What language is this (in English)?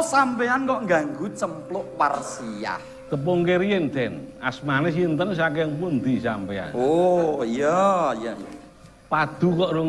Javanese